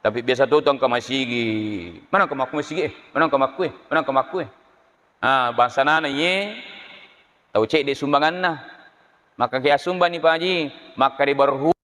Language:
Buginese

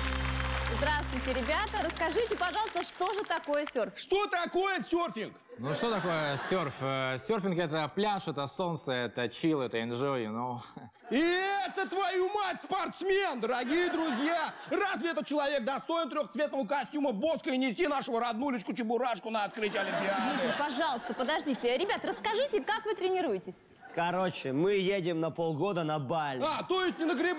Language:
Russian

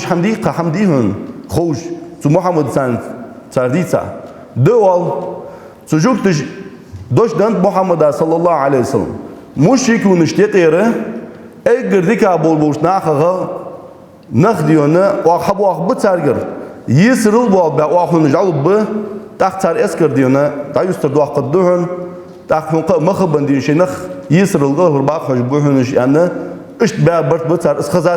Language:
Ingush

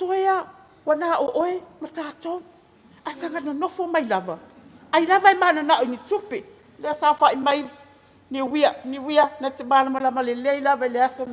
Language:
Samoan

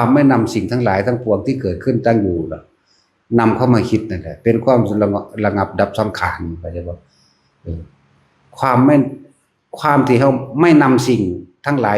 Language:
Northeastern Thai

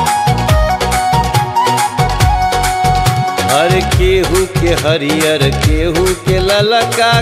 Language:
Bhojpuri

